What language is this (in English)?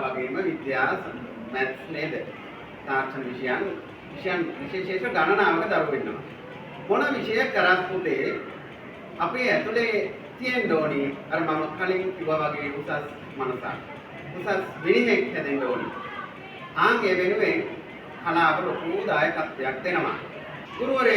Sinhala